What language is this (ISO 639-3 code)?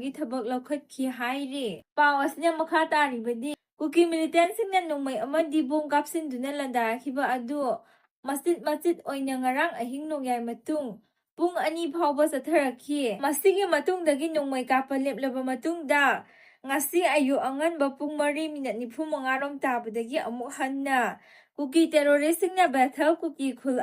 mni